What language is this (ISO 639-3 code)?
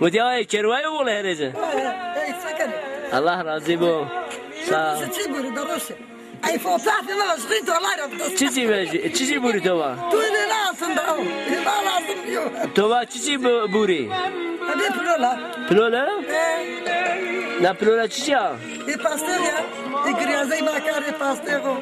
zza